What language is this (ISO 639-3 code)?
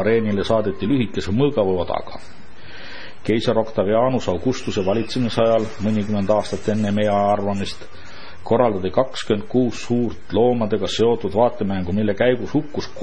est